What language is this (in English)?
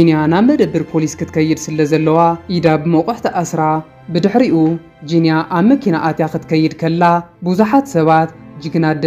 Tigrinya